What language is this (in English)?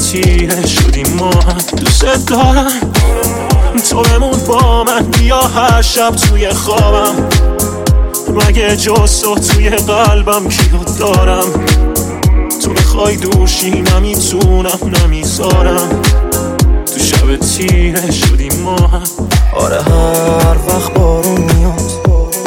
Persian